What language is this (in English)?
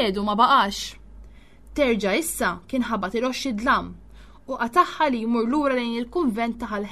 Maltese